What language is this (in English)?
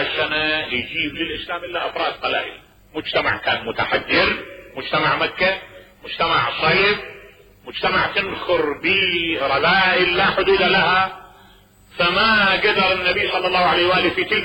Mesopotamian Arabic